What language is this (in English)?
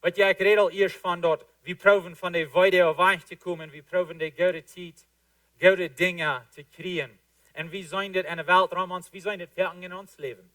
Plautdietsch